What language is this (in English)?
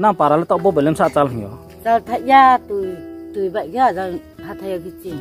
Riang (India)